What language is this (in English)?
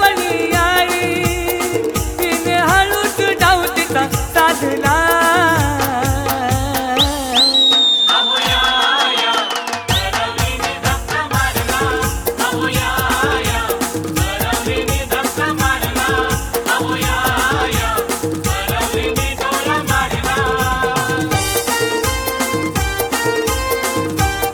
Marathi